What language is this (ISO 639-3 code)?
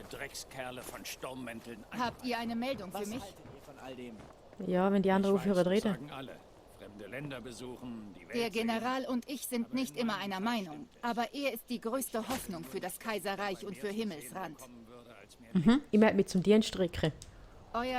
gsw